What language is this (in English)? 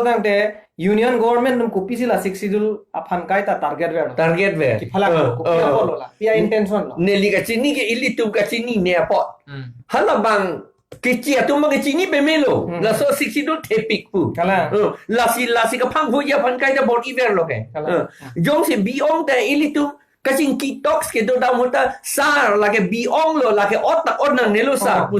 Karbi